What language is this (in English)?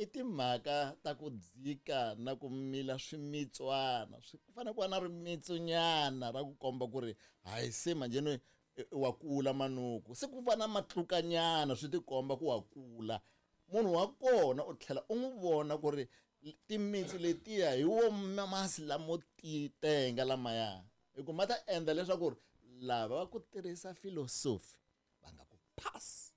Tsonga